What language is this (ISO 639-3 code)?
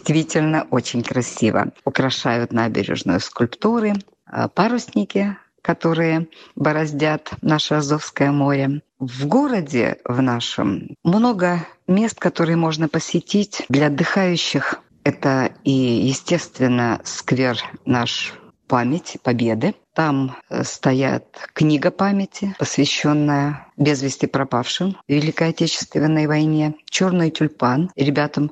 rus